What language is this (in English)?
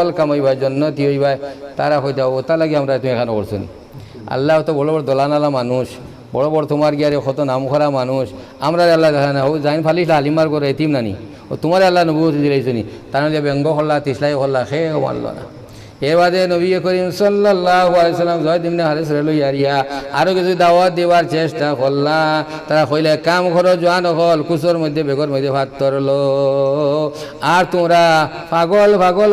Sylheti